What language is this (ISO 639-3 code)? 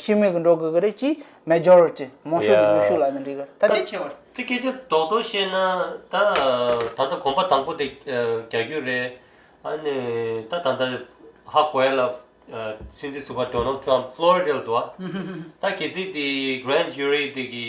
bod